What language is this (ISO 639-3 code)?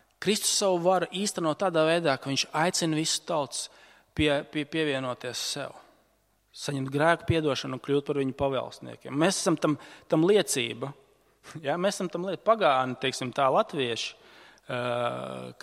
lav